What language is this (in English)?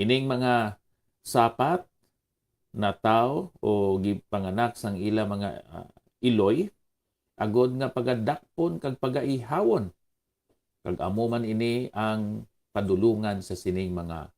Hiligaynon